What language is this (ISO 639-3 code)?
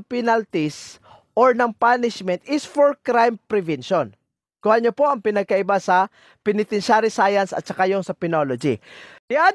fil